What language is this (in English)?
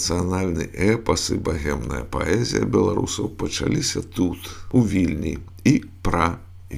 Belarusian